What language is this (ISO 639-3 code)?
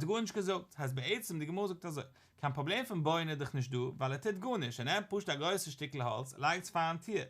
yid